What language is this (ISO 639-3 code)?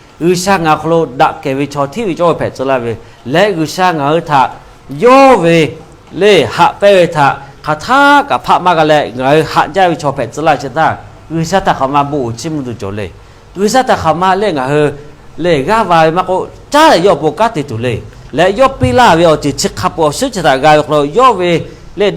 lhu